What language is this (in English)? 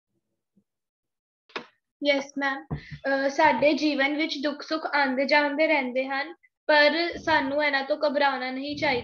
Punjabi